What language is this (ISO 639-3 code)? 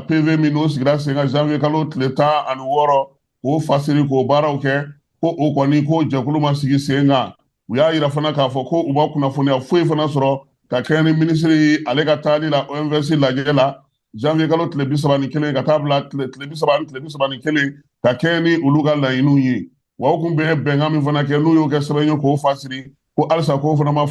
bam